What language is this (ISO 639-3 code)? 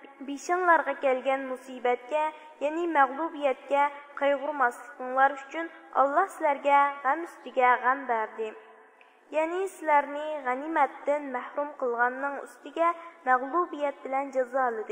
uig